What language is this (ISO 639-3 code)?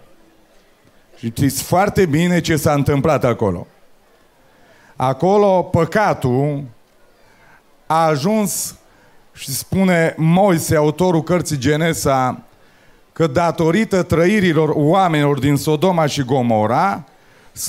ron